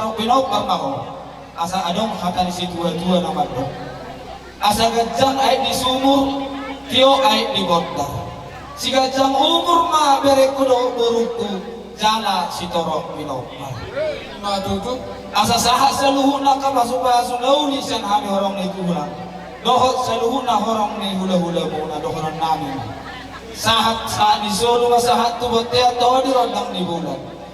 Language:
Batak Toba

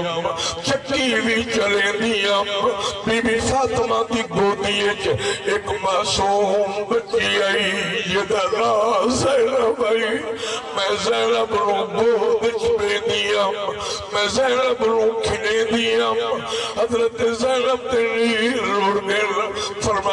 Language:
Saraiki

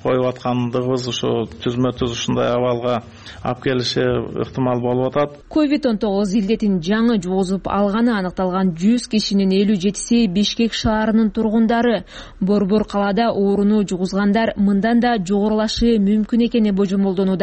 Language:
Kyrgyz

